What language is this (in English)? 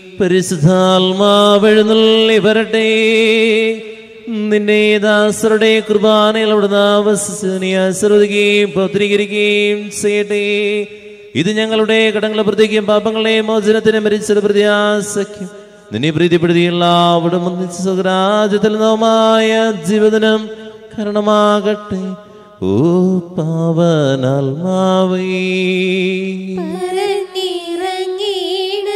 Malayalam